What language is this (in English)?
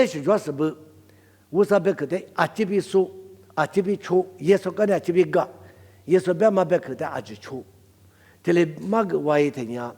Lisu